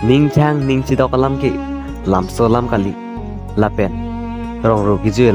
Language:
Karbi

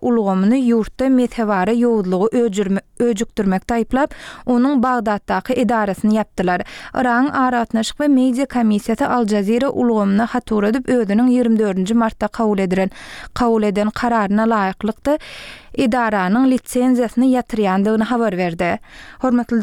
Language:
Turkmen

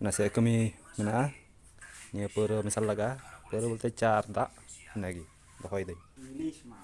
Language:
Santali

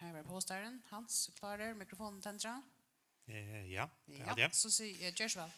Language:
Faroese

